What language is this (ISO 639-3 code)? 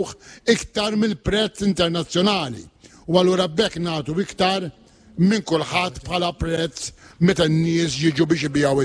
mlt